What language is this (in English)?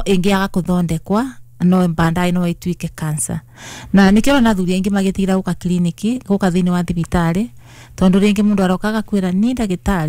Kikuyu